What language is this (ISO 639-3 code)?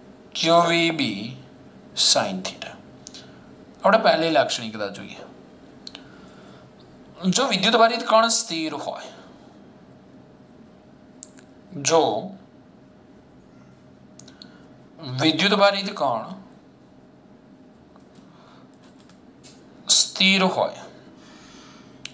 guj